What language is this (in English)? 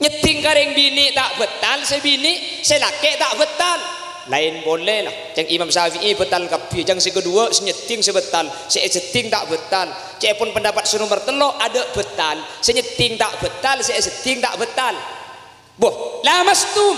Madurese